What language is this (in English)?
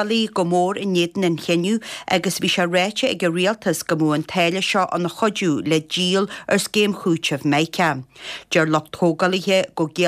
Irish